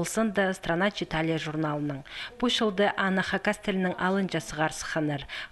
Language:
Khakas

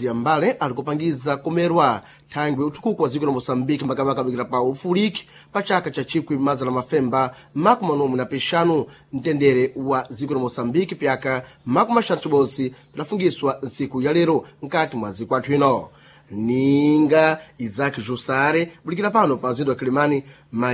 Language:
Sena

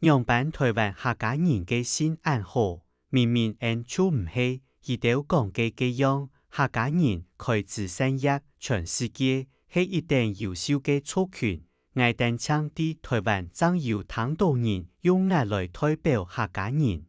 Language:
Hakka Chinese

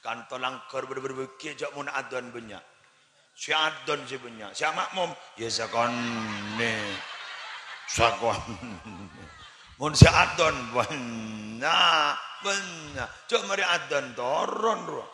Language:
Madurese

